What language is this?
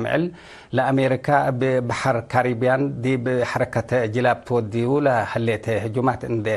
Tigre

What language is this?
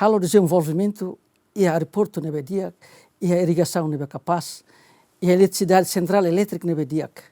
Tetum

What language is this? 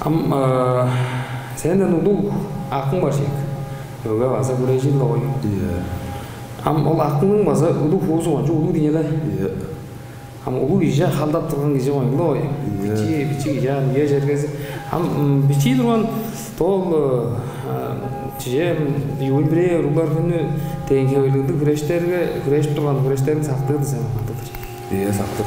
Tuvinian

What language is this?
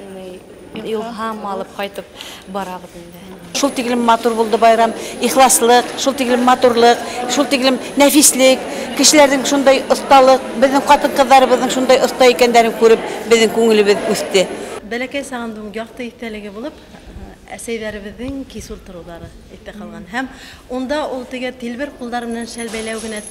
Bashkir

